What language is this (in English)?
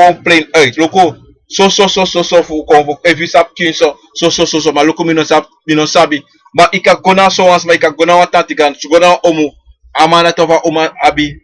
Sranan Tongo